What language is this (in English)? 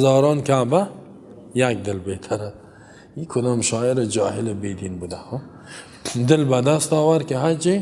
Persian